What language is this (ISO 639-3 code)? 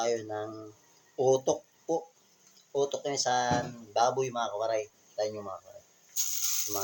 war